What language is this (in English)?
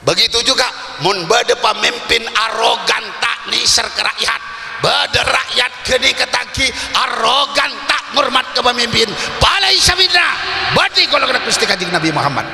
Madurese